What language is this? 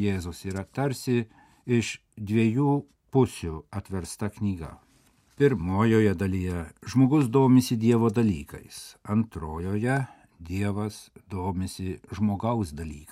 Lithuanian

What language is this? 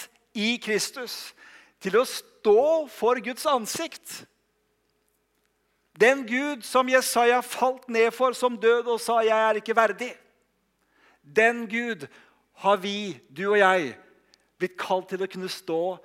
Norwegian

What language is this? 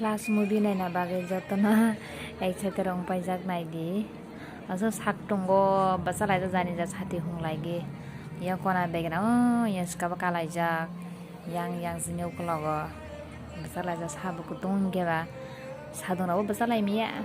Kok Borok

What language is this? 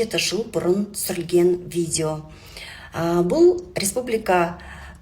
Kazakh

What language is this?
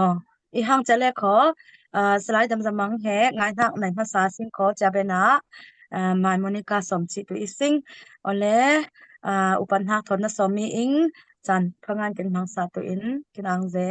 Falam Chin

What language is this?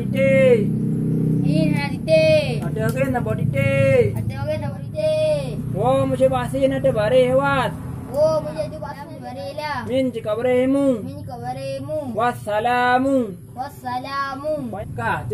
Achinese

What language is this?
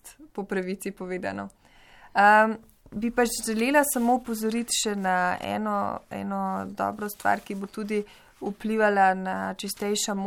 Slovenian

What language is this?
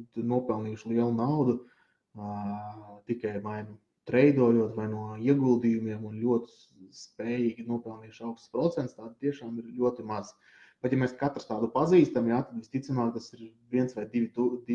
Latvian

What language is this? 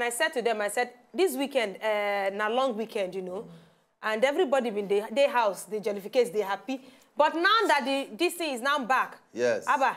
Nigerian Pidgin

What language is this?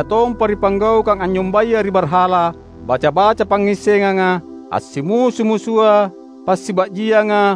Makasar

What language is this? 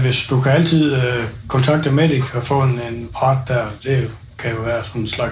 Norwegian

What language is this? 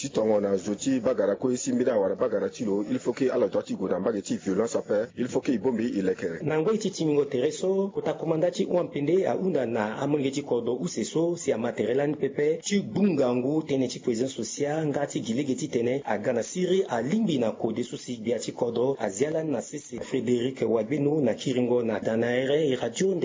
Sango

